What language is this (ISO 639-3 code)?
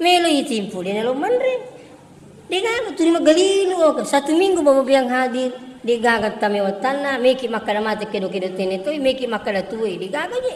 bug